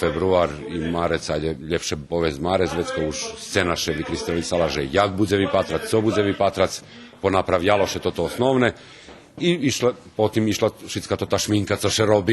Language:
Rusyn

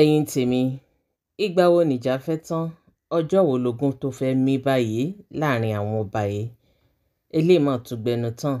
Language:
Yoruba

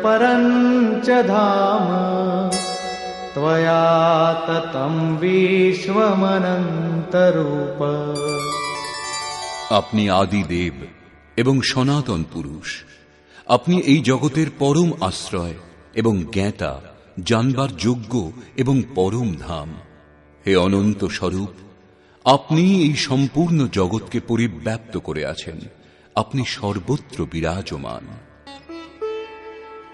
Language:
Bangla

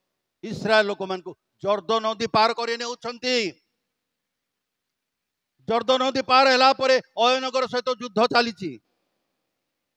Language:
Odia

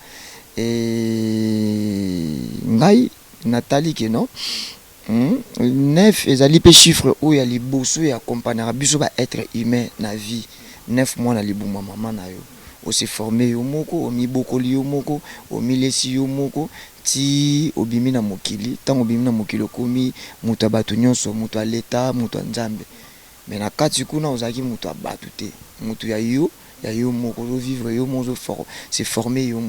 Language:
Lingala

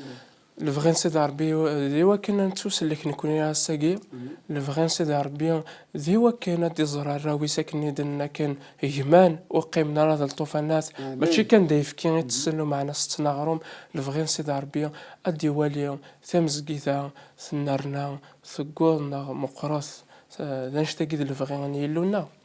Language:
Kabyle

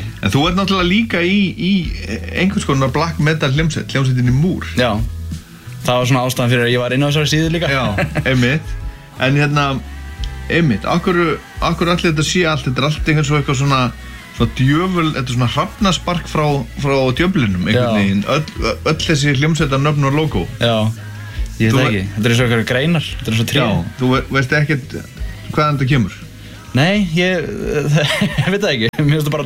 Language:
Icelandic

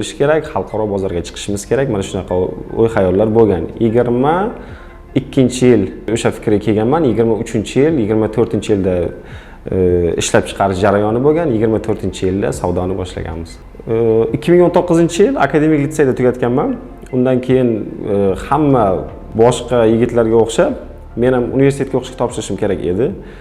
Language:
Uzbek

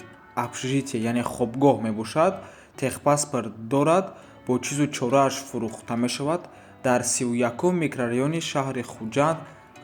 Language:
Tajik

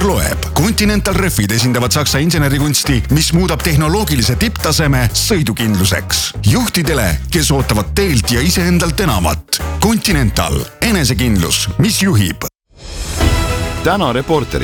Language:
Estonian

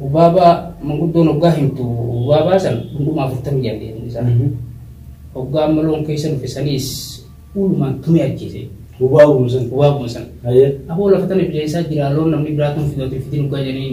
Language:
Oromo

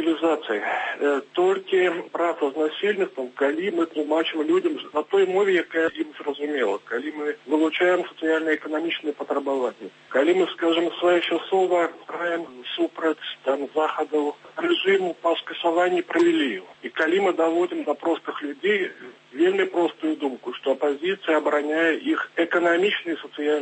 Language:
Belarusian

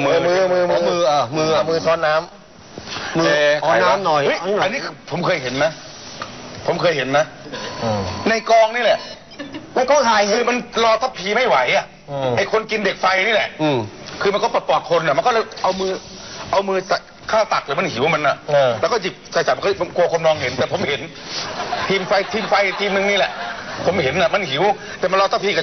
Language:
Thai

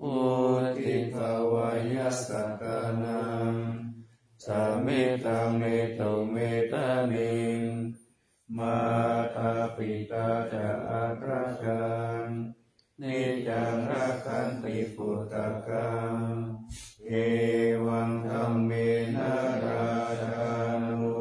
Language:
Pali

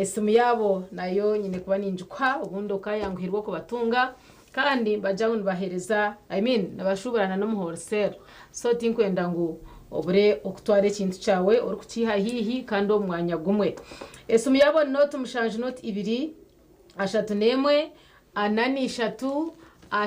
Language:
Nyankole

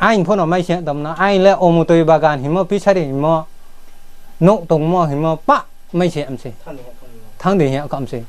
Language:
Riang (India)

